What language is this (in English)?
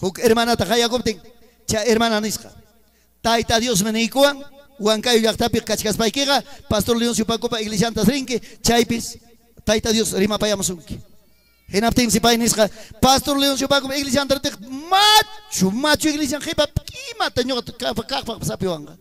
Ayacucho Quechua